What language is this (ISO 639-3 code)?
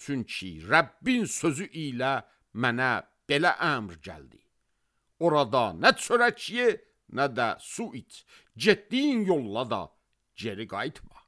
aze